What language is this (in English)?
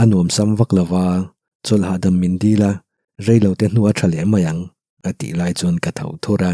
Mizo